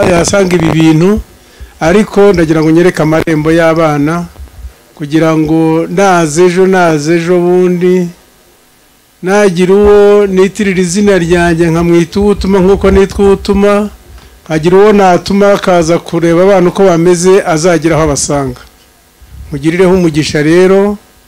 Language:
Kinyarwanda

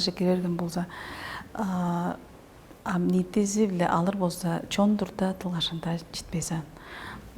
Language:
Tuvinian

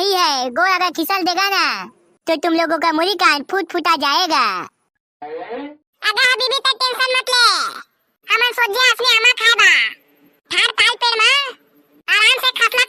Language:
Chhattisgarhi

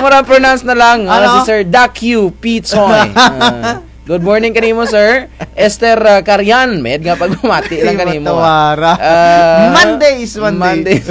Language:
Kinaray-a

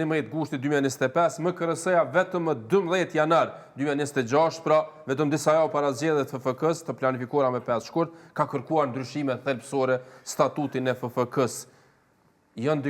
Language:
Albanian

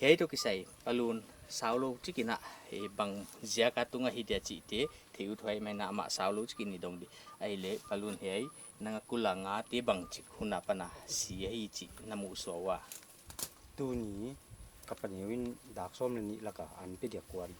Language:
Paite Chin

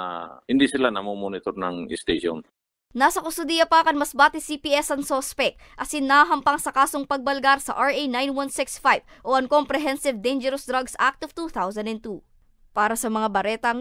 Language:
Bikol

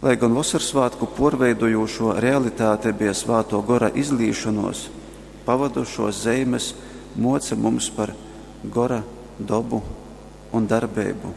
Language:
Latgalian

